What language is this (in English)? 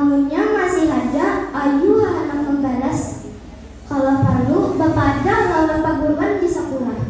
Banjar